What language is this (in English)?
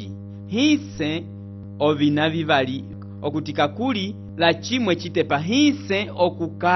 Umbundu